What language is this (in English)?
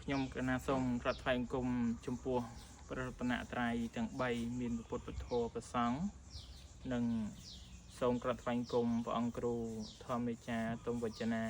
Khmer